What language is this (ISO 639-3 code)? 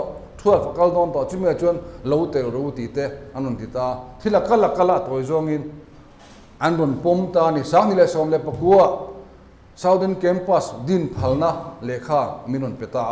lus